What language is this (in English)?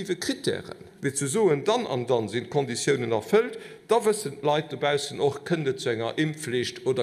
Luxembourgish